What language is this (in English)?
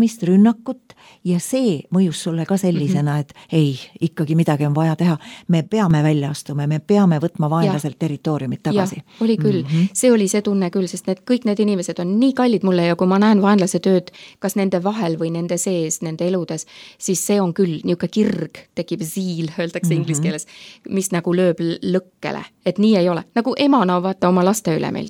Estonian